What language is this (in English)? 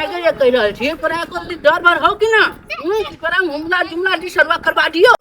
Maithili